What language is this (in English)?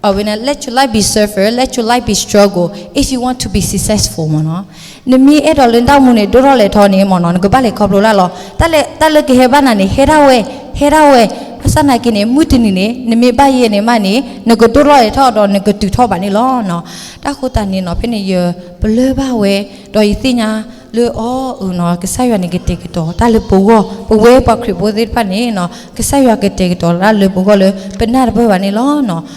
S'gaw Karen